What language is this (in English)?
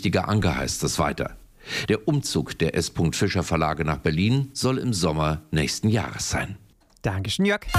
German